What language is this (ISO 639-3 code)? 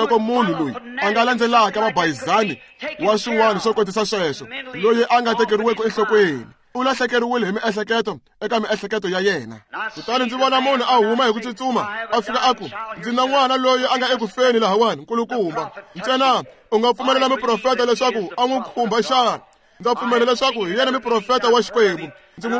tso